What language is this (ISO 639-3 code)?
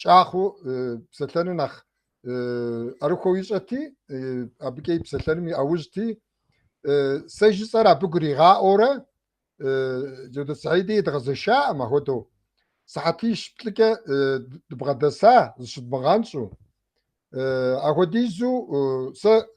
kbd